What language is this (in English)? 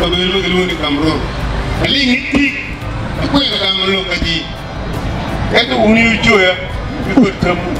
Acoli